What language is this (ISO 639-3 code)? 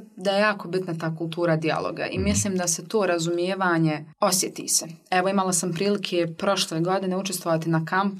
bos